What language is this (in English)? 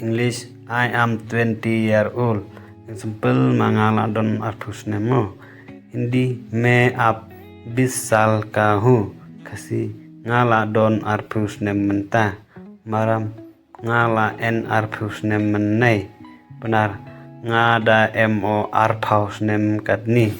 Khasi